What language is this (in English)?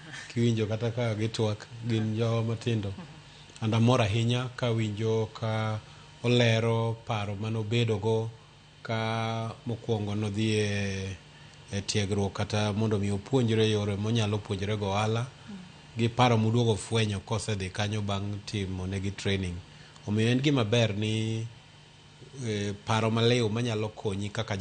Luo (Kenya and Tanzania)